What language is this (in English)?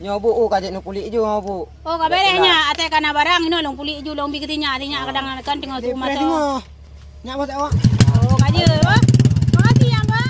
Achinese